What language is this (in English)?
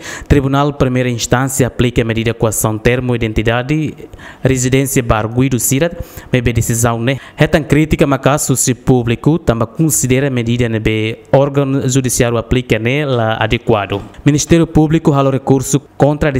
Tetum